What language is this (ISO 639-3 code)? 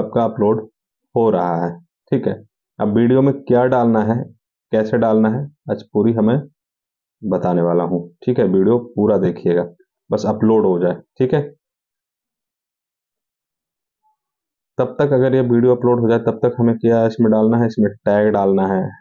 hin